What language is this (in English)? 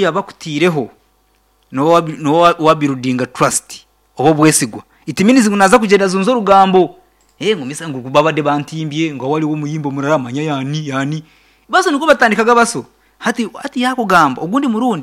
Nyankole